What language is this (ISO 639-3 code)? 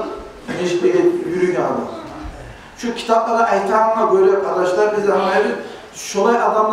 kum